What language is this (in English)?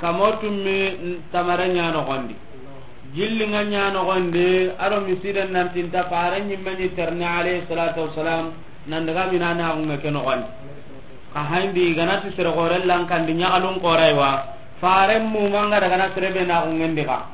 Soninke